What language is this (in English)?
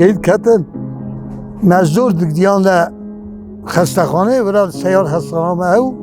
Kurdish